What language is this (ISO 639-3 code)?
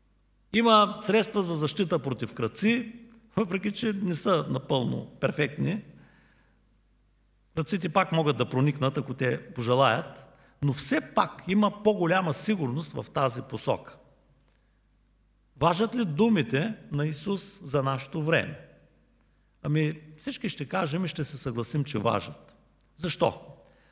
bul